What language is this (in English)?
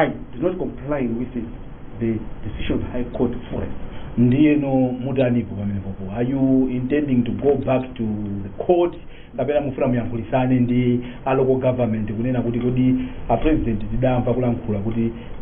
Nyanja